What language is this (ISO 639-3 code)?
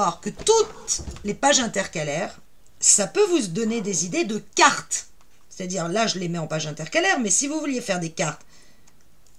fra